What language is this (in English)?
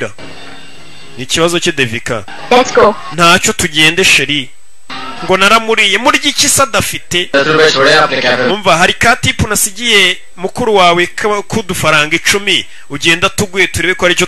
Kinyarwanda